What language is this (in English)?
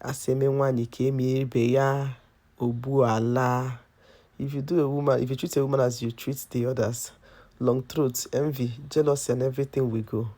Igbo